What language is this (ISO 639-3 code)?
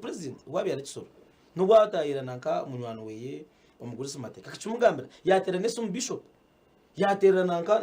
nyn